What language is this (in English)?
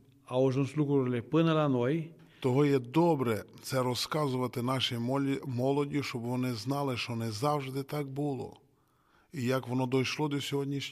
Romanian